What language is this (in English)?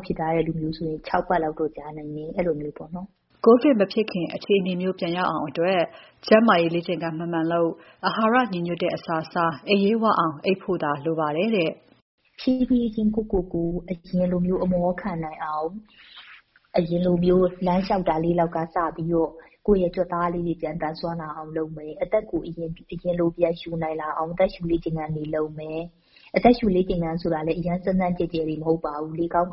Burmese